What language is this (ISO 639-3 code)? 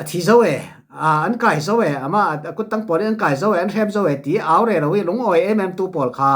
cfm